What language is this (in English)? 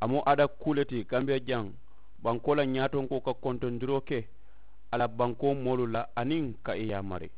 Mandingo